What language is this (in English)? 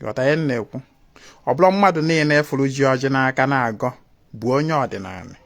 Igbo